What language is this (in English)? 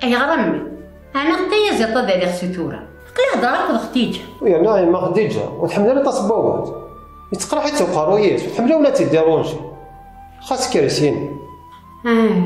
Kabyle